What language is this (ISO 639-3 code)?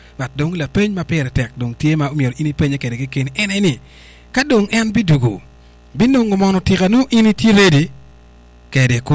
ach